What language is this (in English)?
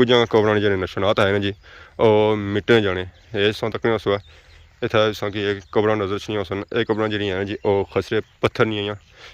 Pahari-Potwari